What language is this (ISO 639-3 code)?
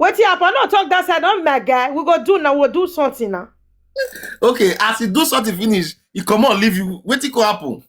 pcm